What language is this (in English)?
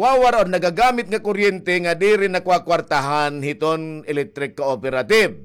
Waray